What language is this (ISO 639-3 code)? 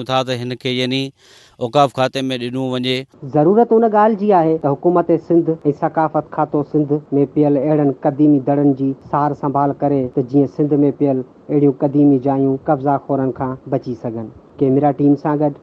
snd